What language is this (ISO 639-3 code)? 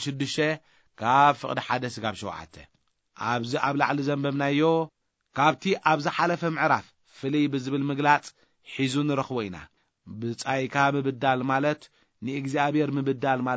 tir